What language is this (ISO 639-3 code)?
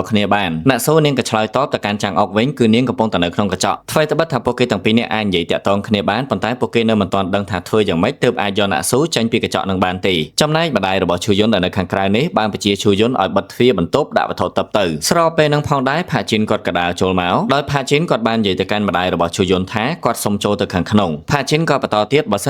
khm